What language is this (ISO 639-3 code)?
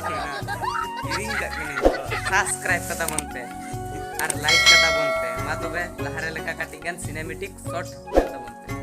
sat